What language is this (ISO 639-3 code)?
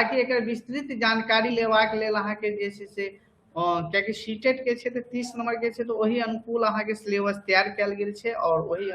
mai